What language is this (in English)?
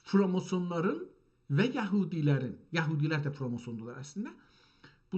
South Azerbaijani